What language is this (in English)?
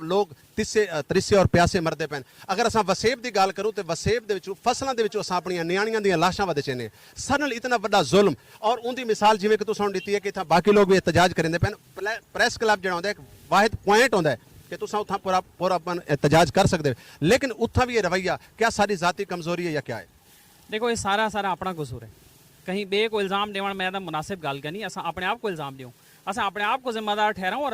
Saraiki